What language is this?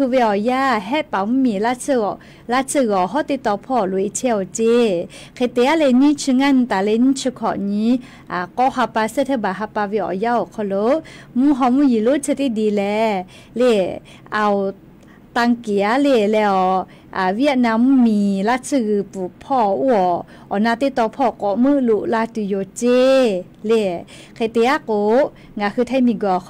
Lahu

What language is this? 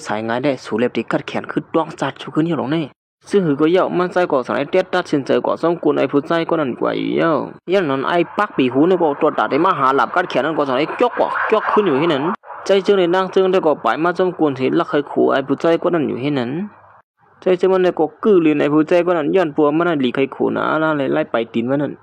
Shan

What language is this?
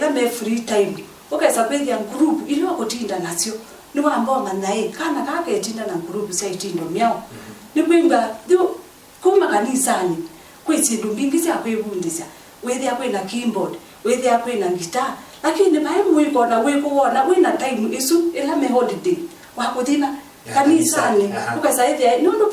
Kamba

